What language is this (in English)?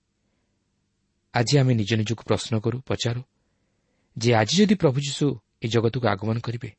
Odia